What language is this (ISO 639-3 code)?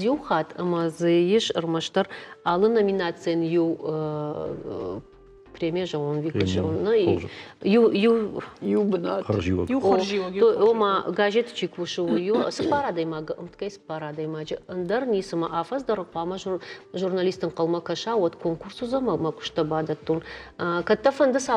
oss